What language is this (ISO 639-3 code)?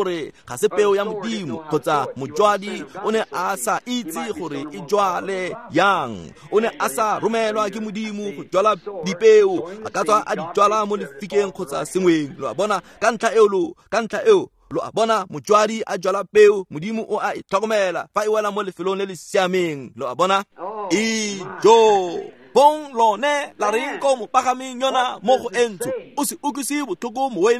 tsn